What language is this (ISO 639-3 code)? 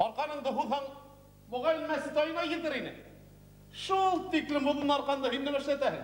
bak